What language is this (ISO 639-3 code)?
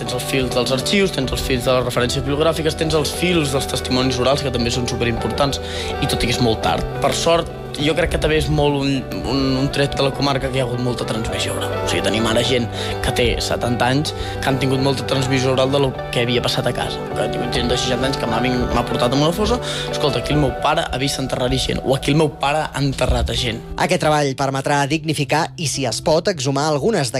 cat